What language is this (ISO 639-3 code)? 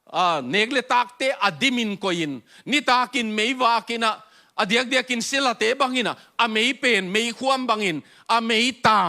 ctd